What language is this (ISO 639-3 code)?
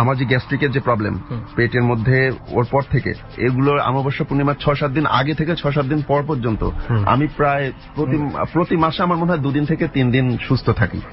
ben